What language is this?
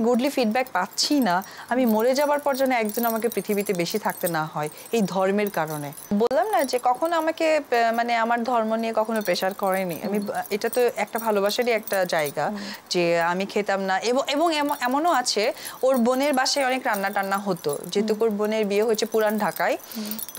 Bangla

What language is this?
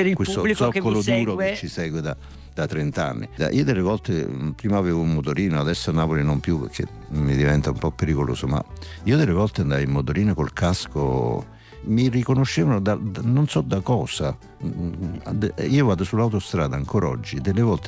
Italian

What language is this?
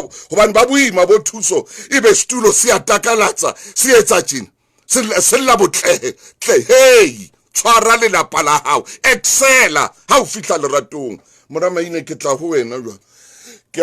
Southern Sotho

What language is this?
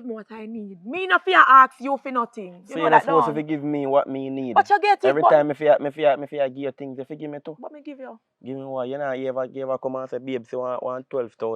Jamaican Creole English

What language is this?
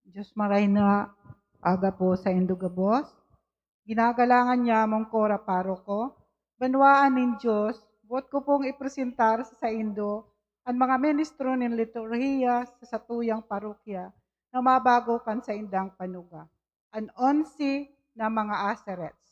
Bikol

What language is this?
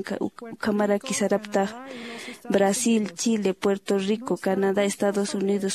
Aymara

